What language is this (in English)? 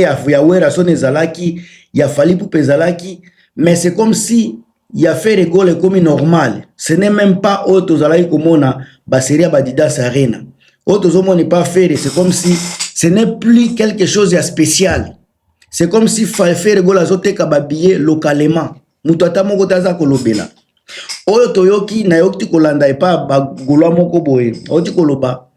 Lingala